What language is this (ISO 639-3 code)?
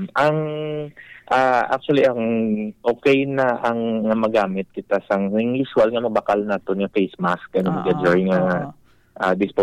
hil